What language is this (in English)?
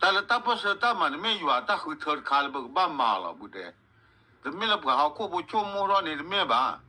S'gaw Karen